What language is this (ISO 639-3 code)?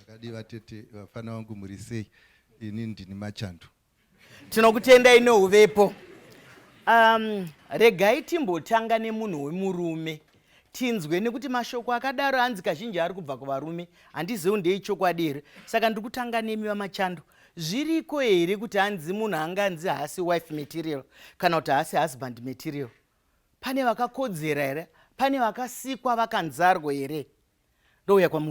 sna